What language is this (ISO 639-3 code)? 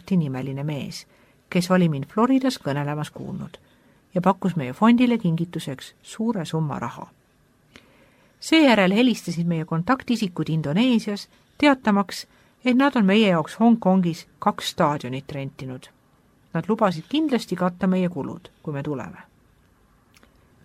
est